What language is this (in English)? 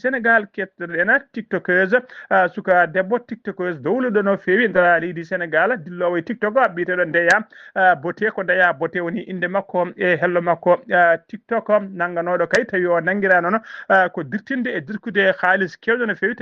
Fula